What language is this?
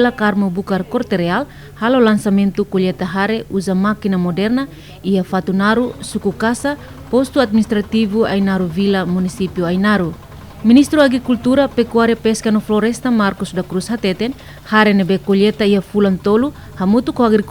Tetum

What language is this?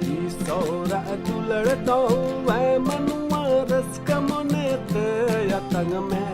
Santali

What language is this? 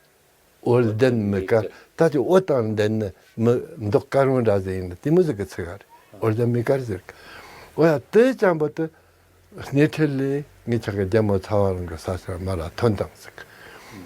Tibetan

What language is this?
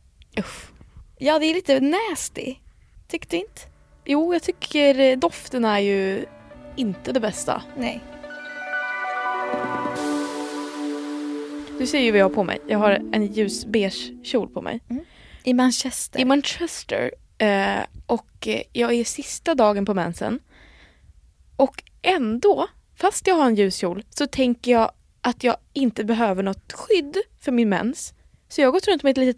Swedish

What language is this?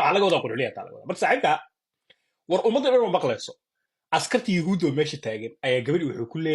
Somali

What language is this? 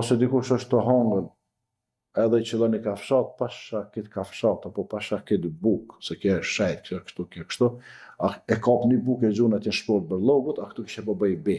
Albanian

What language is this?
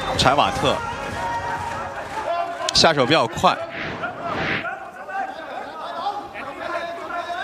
Chinese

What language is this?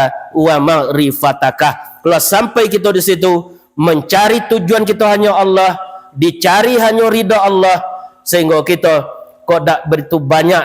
Minangkabau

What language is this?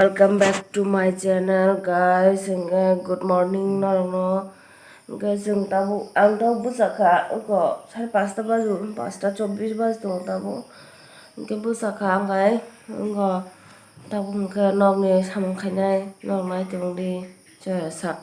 Kok Borok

